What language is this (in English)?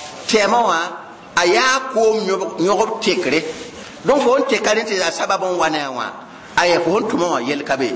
Mossi